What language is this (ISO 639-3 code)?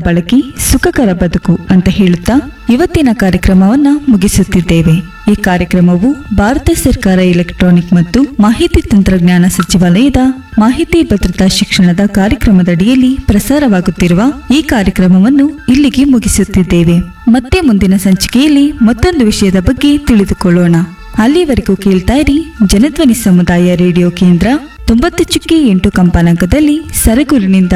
kan